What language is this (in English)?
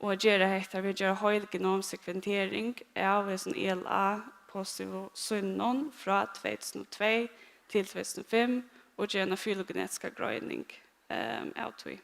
Faroese